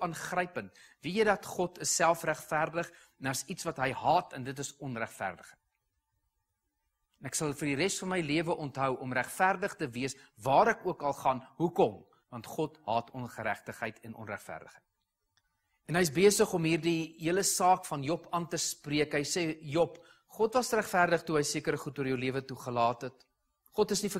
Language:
Afrikaans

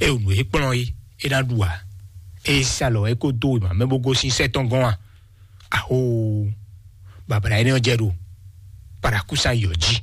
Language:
Fon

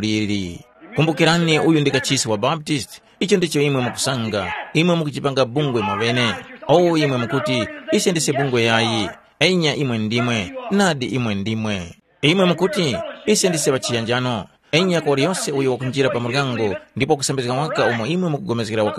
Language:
Tumbuka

